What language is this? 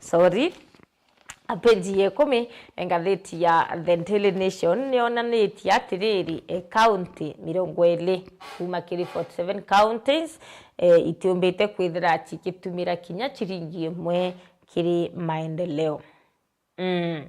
Meru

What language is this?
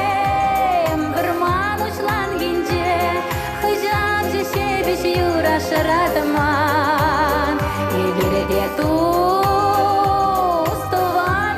Chuvash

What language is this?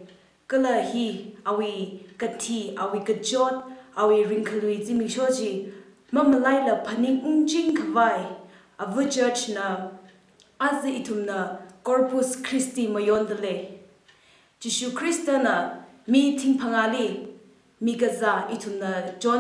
Tangkhul Naga (India)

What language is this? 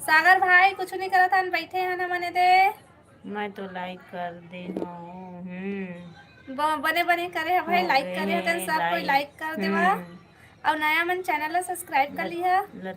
Chhattisgarhi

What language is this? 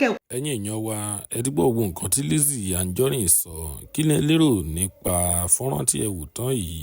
Yoruba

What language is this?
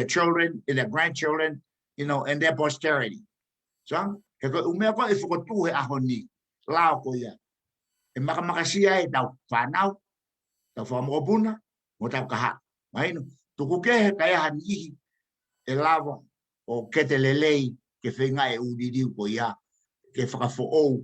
Tongan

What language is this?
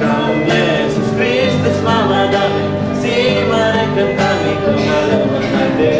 Batak Karo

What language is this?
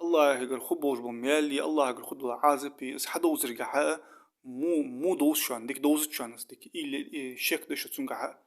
Ingush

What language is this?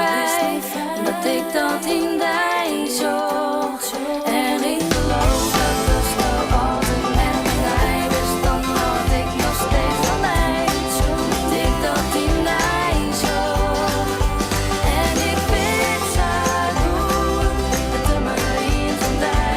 Western Frisian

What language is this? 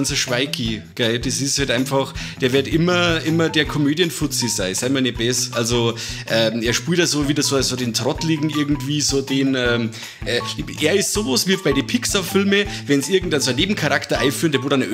Bavarian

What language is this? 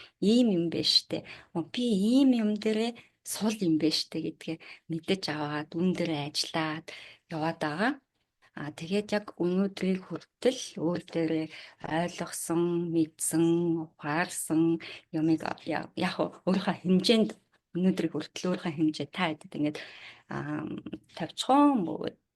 Mongolian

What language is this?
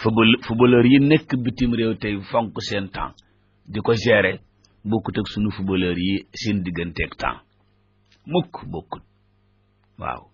Wolof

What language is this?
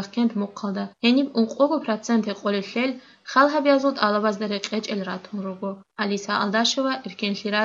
Avaric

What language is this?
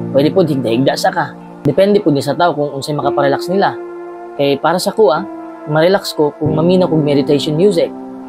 Cebuano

